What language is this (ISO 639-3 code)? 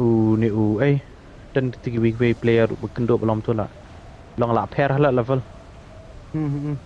kha